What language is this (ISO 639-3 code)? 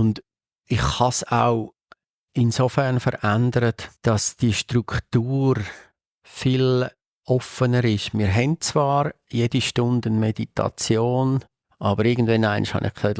gsw